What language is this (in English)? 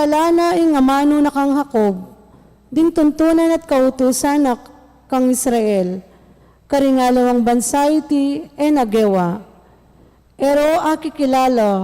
Pampanga